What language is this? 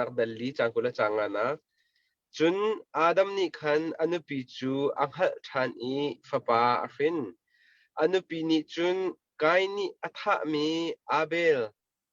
Hakha Chin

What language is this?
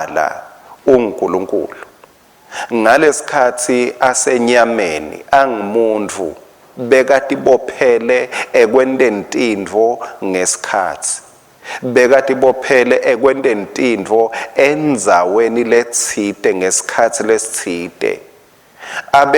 Swati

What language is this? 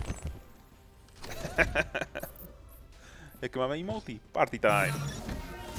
Slovak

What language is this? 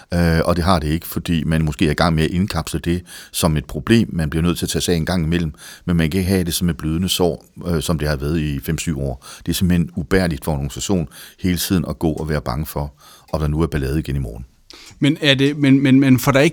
Danish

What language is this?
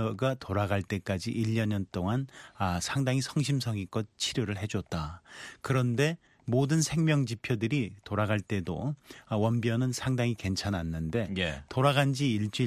Korean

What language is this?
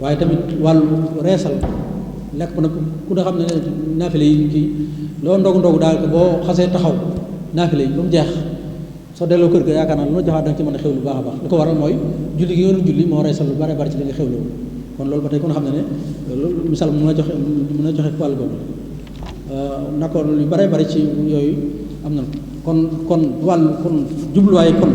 Wolof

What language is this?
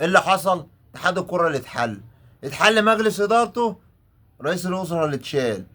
Egyptian Arabic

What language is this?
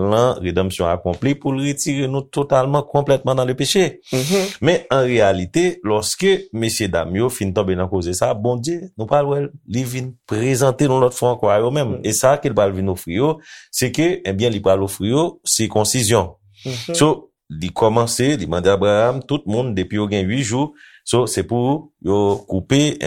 Haitian Creole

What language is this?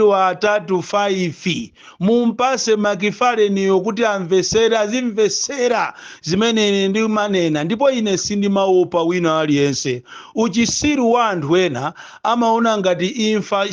Nyanja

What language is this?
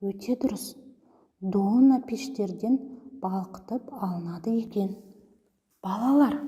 Kazakh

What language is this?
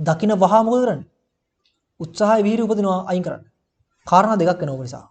Sinhala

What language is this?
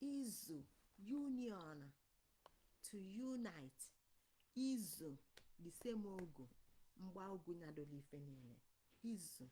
Igbo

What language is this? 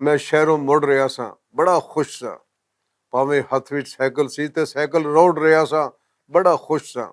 Western Panjabi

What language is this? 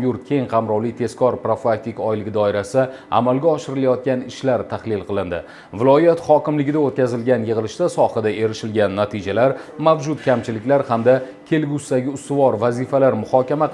Uzbek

